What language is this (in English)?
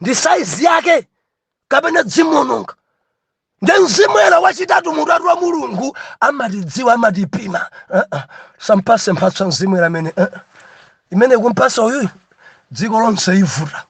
Nyanja